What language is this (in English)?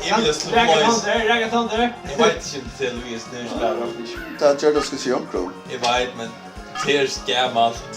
Faroese